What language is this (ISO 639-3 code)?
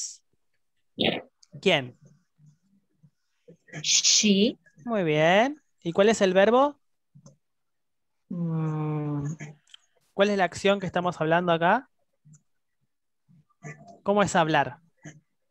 spa